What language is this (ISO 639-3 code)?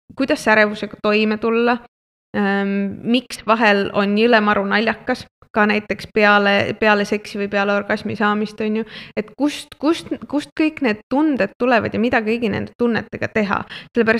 est